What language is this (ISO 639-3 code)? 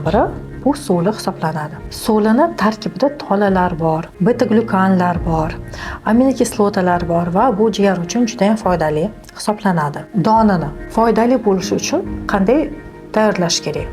uzb